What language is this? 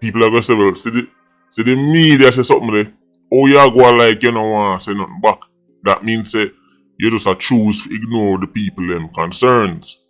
Jamaican Creole English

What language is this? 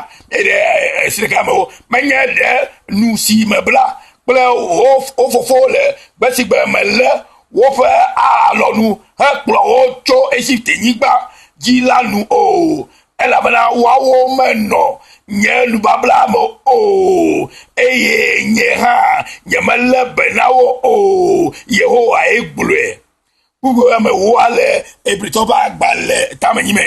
Ewe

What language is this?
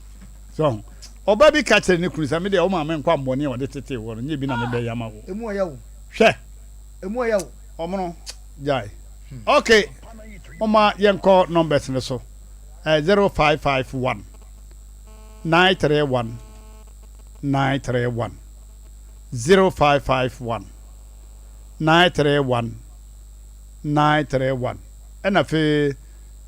Akan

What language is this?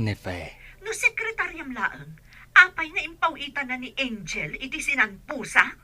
Iloko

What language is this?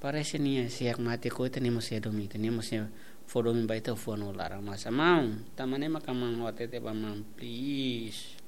Tetum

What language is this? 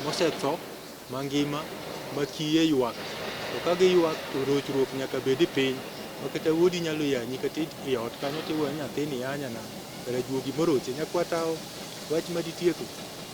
Luo (Kenya and Tanzania)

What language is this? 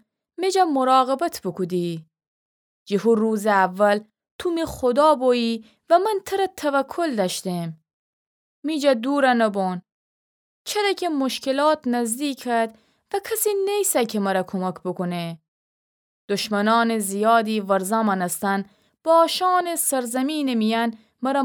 Gilaki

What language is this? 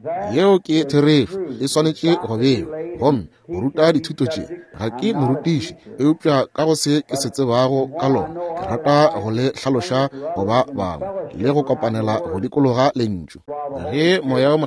Northern Sotho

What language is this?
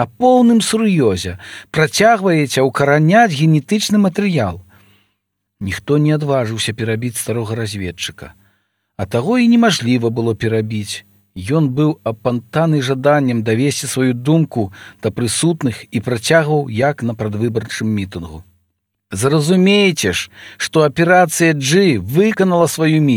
Belarusian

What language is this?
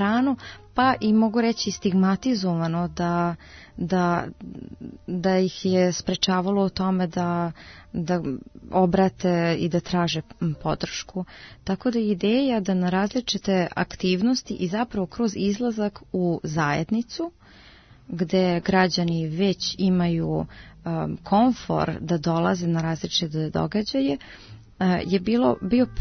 Serbian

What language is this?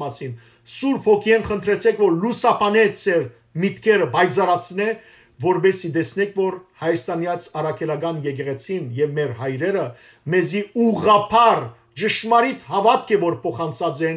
Western Armenian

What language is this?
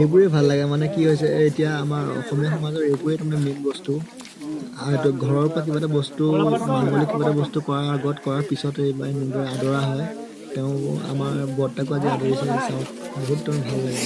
Assamese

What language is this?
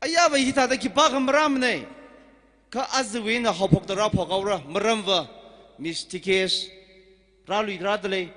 Tangkhul Naga (India)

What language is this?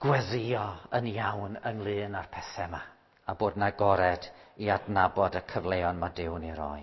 Welsh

